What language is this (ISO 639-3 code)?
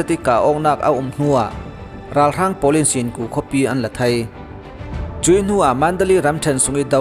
cfm